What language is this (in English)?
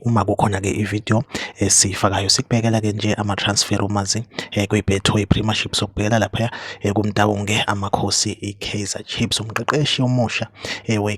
Zulu